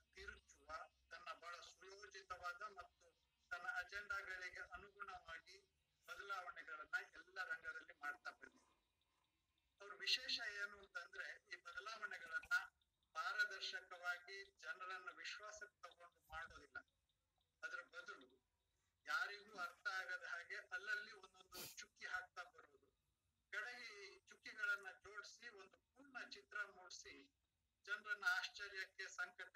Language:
Kannada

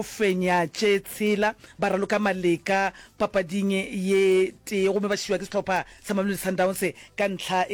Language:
Northern Sotho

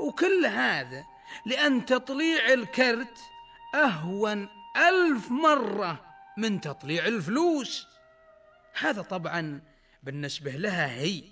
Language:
Najdi Arabic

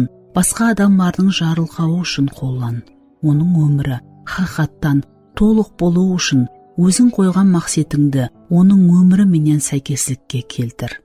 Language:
Kara-Kalpak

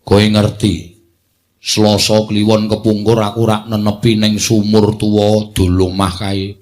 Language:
Javanese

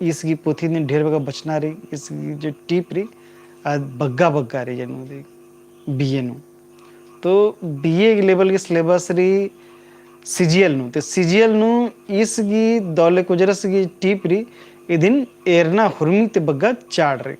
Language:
Kurukh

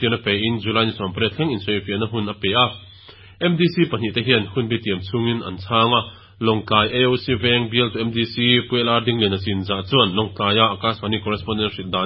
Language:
Mizo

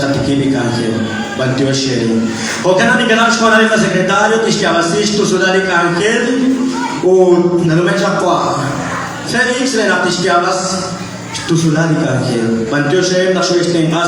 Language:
Kekchí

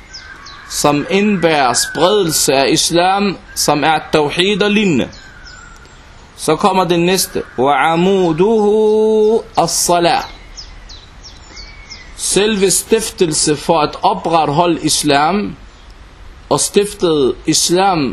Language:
Danish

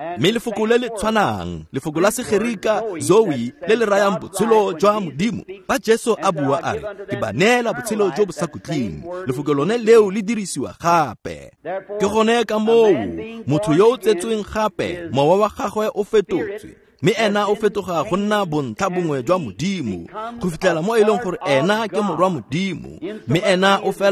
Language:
Tswana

